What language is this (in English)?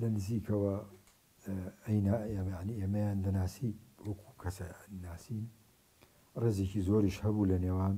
Central Kurdish